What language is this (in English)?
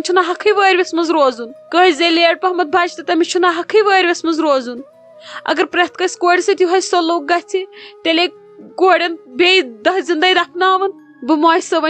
Kashmiri